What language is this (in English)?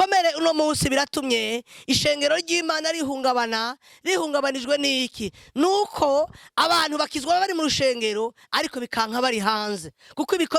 Rundi